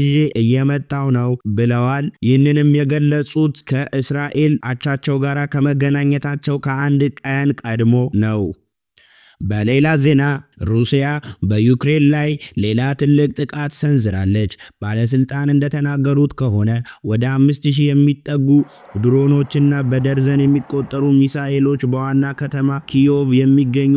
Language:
Amharic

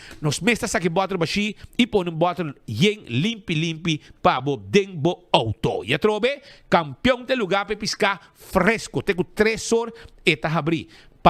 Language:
Papiamento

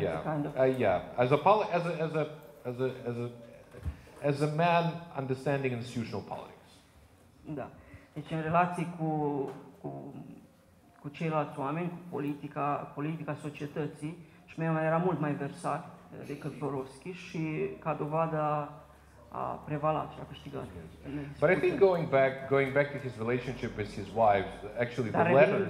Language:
Romanian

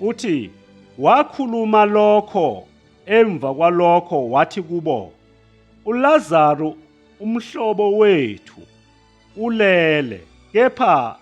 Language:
Zulu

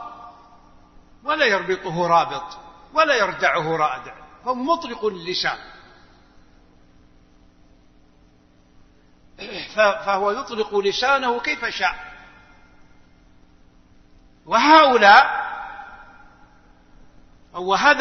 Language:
Arabic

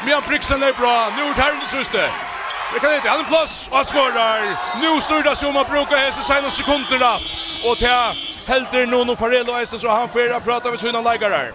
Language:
Faroese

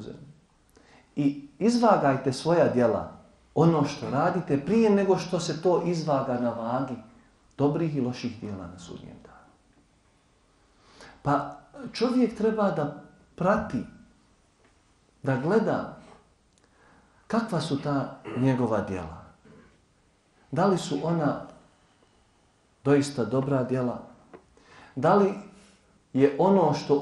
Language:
Bosnian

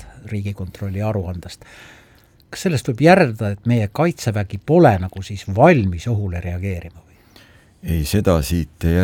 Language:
Estonian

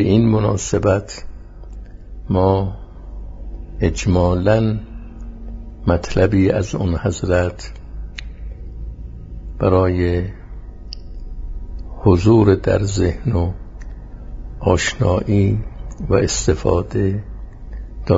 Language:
Persian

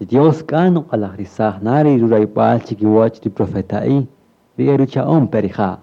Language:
Kaqchikel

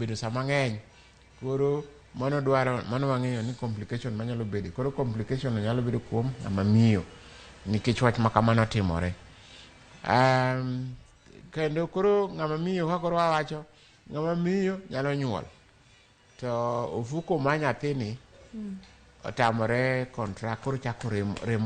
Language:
Luo (Kenya and Tanzania)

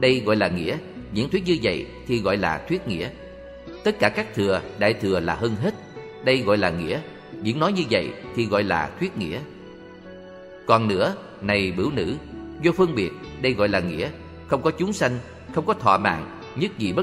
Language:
Vietnamese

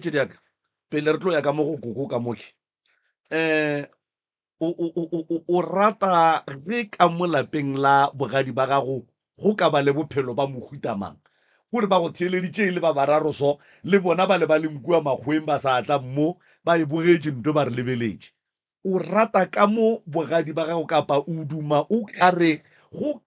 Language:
Northern Sotho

